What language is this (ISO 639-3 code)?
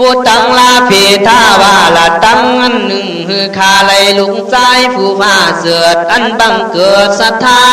kkh